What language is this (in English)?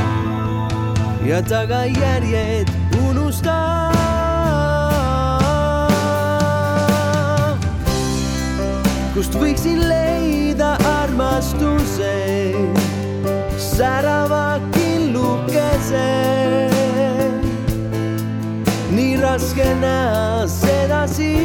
Estonian